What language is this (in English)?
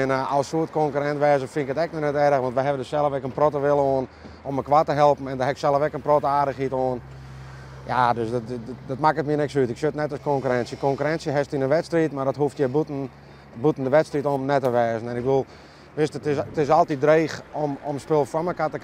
Western Frisian